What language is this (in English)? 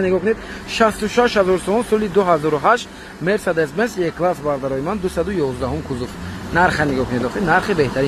Tajik